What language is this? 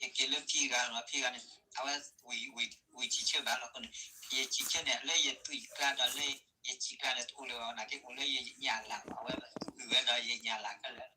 S'gaw Karen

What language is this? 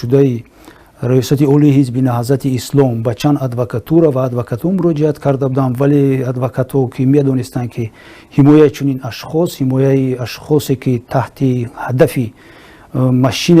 Tajik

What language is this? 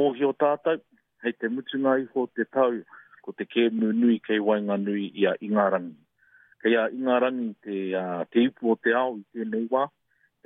Māori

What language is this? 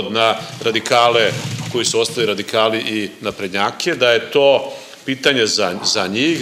Serbian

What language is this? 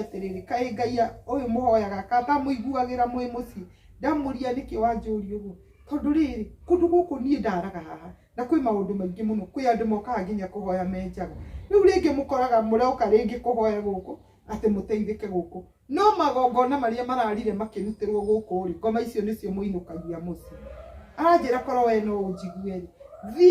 Kikuyu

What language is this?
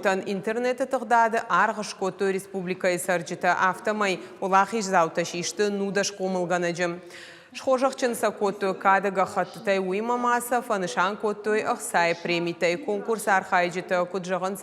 Ossetic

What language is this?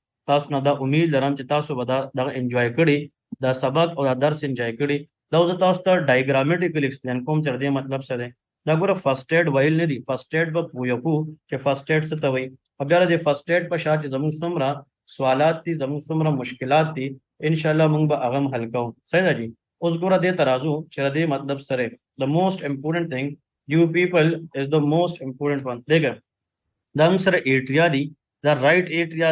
Pashto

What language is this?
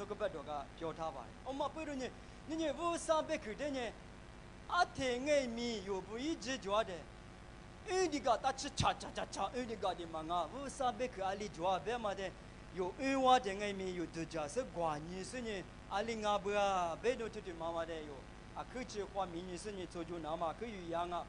Lisu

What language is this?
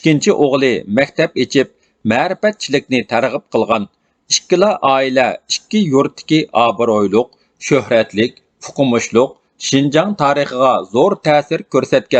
Uyghur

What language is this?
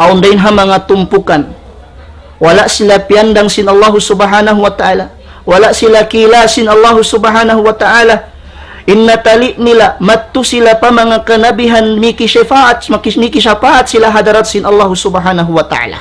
Tausug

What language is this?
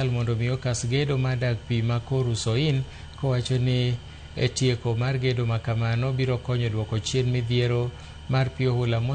Luo (Kenya and Tanzania)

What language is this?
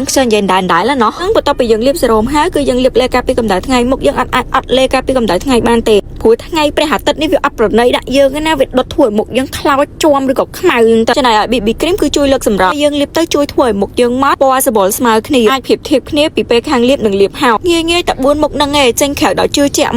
Khmer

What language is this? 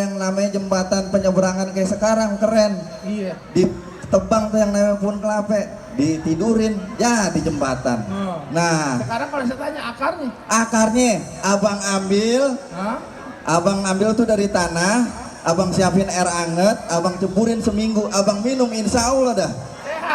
Betawi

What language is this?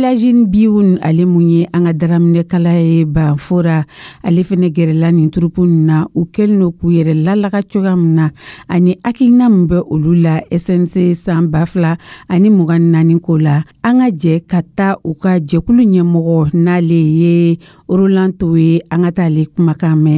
Dyula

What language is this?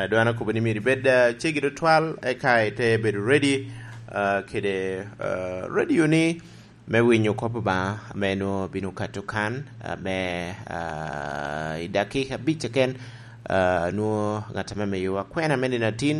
Lango (Uganda)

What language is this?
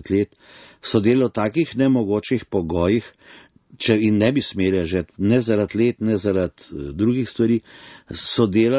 Slovenian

